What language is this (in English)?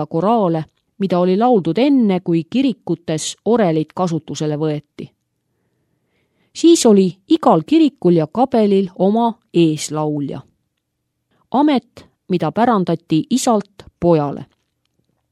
Estonian